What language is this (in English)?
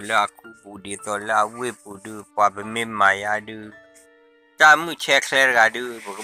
S'gaw Karen